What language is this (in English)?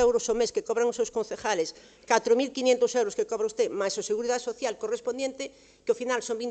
Galician